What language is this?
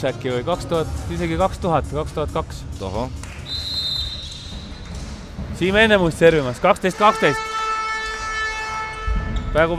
Estonian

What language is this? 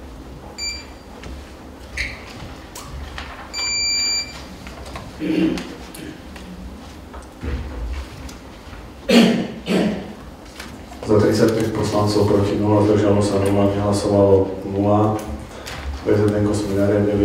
Slovak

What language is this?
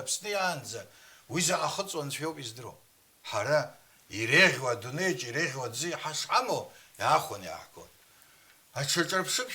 Abkhazian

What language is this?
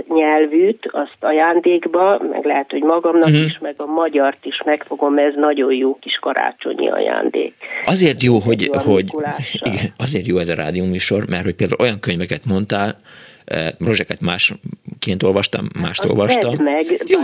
Hungarian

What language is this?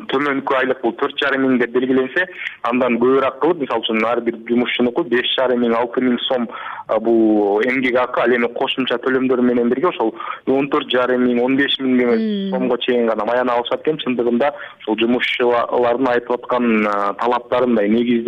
Kyrgyz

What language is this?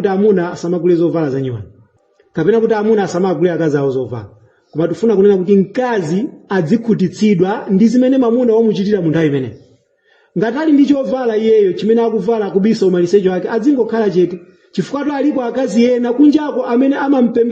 Nyanja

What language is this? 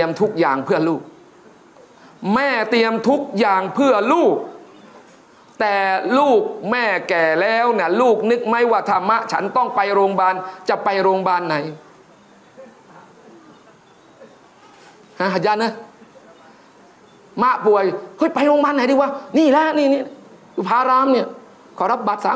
Thai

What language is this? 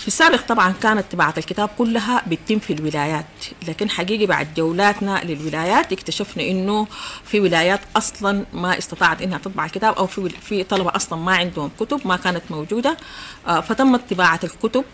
Sudanese Arabic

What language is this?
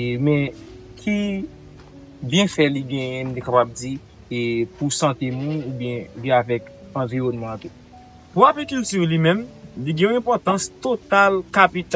Haitian Creole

